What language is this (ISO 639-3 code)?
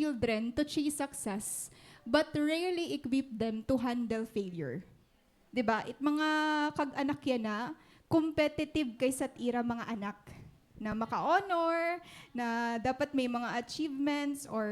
war